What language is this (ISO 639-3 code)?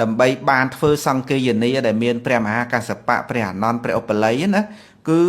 khm